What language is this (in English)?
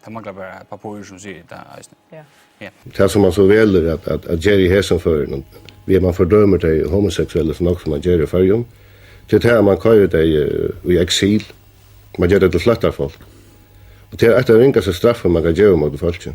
Faroese